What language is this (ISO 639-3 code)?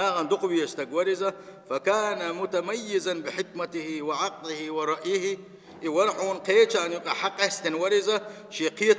che